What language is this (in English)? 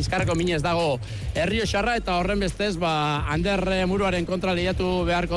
Basque